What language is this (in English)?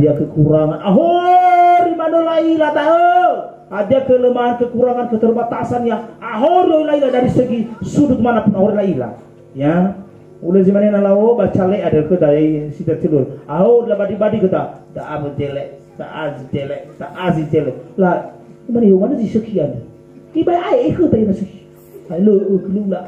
Nias